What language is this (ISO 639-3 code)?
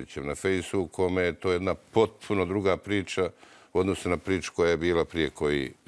bos